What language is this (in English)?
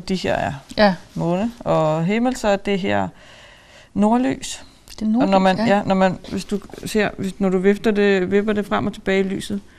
Danish